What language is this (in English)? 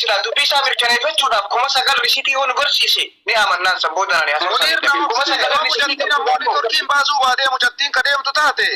Oromo